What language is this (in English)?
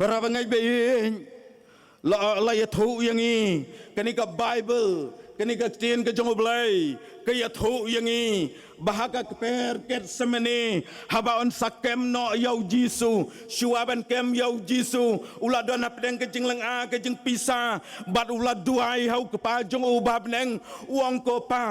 Khasi